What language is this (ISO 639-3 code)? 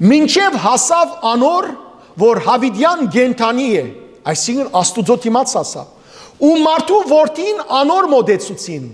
hyw